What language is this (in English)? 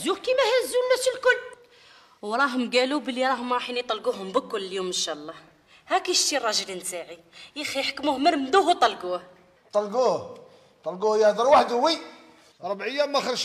Algerian Arabic